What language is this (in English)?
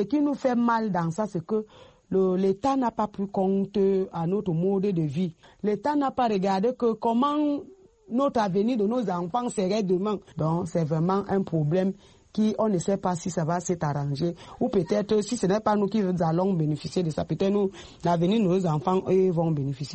French